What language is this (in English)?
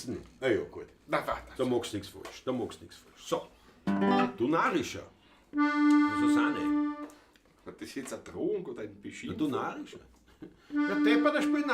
Bavarian